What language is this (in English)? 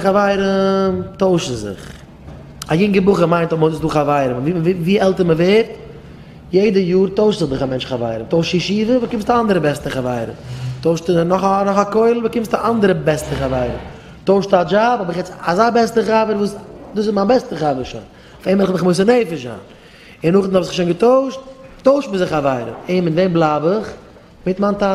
Yiddish